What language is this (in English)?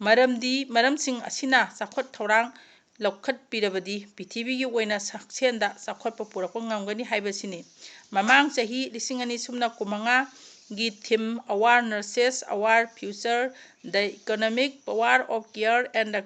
Manipuri